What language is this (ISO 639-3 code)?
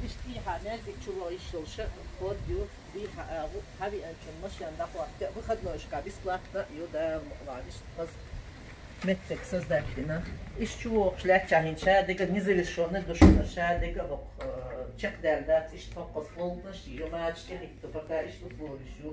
che